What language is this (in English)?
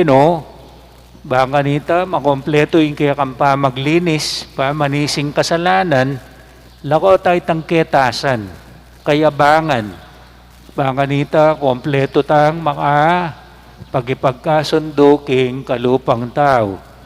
Pampanga